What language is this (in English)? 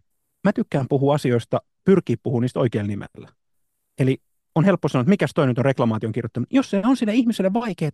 Finnish